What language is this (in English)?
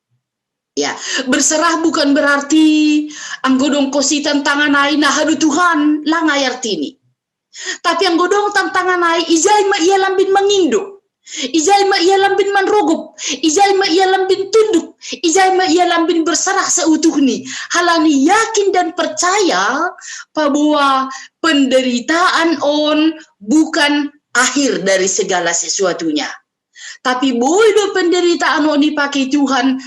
Batak Simalungun